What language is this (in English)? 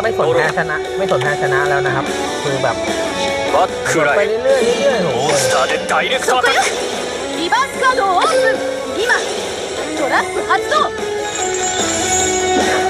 Thai